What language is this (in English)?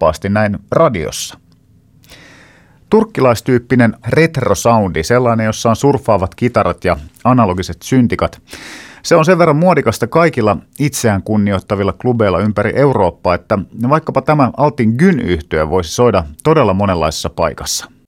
Finnish